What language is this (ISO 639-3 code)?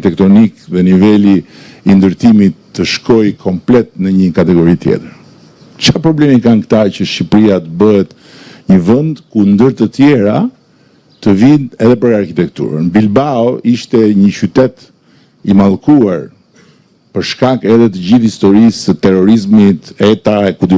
sqi